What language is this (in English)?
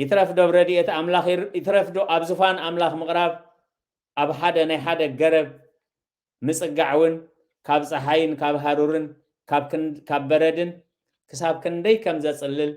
Tigrinya